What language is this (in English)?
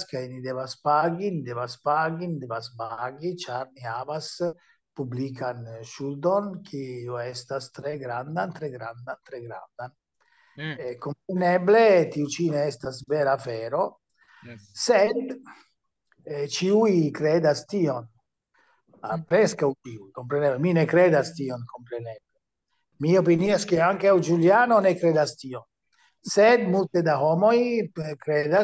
Esperanto